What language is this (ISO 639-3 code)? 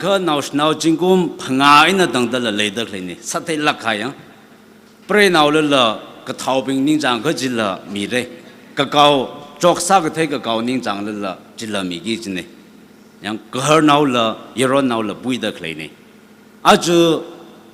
nmf